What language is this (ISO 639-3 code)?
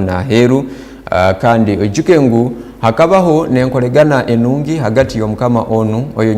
ttj